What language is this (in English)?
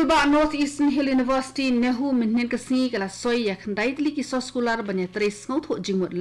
Khasi